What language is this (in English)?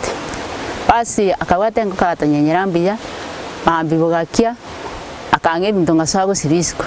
Gusii